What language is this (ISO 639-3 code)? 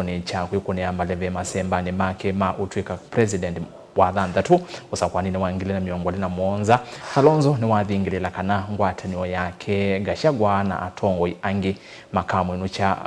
kam